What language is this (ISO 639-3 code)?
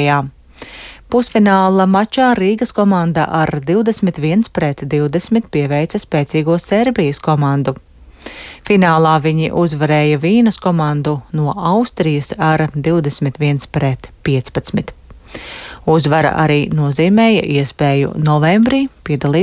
lav